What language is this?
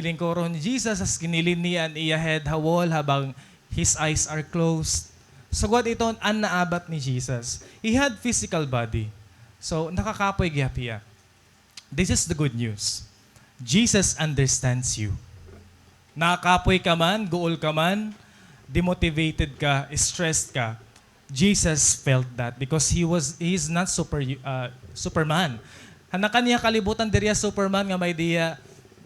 Waray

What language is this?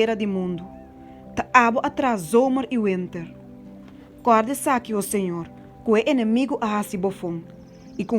Papiamento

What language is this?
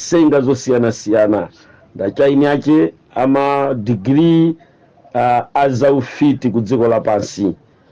Nyanja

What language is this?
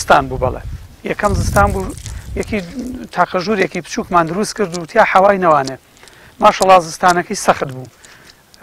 Central Kurdish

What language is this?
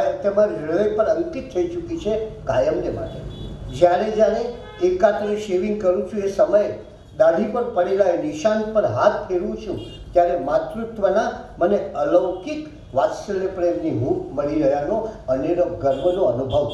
Gujarati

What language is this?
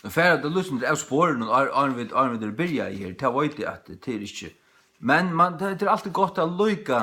Faroese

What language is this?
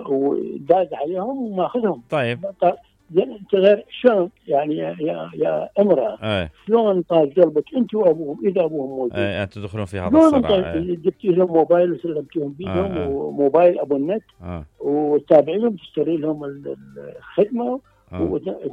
Mesopotamian Arabic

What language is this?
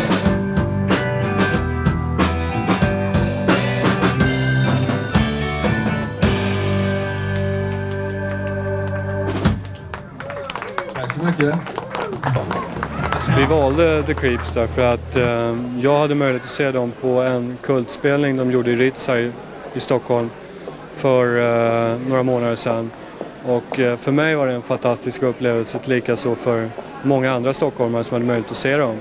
Swedish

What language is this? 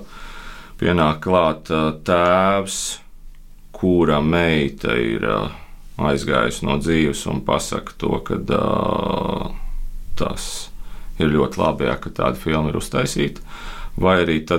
Latvian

